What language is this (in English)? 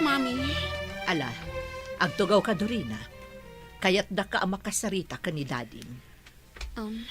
Iloko